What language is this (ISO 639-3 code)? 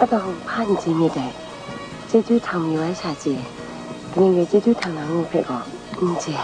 kac